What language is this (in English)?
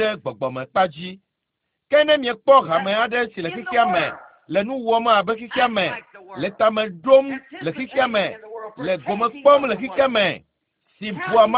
Ewe